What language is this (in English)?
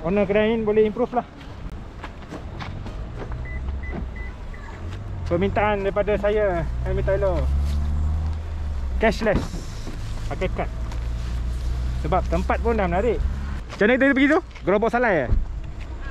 Malay